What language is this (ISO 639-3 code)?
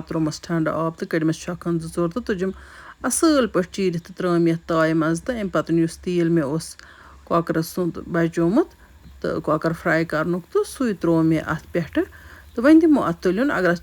kas